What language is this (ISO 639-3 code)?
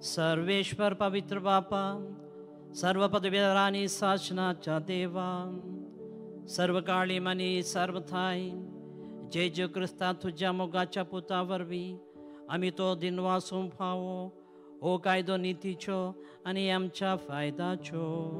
kok